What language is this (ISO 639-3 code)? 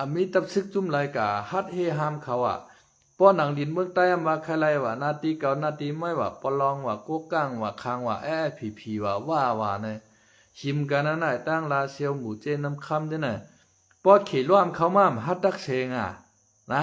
shn